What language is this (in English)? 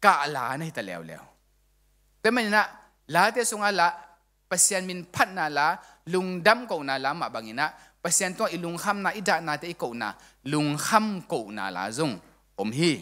Tedim Chin